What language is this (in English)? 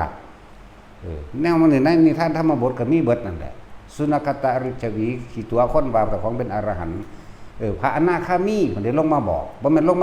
Northeastern Thai